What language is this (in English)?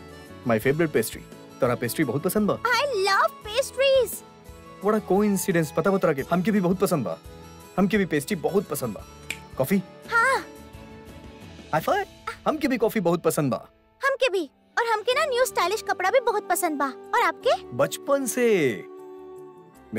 Bhojpuri